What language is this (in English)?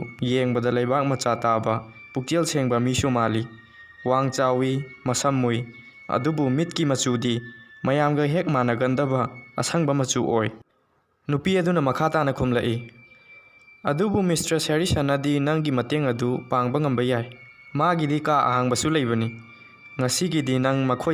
Manipuri